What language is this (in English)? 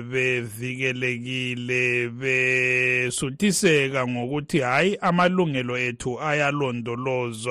North Ndebele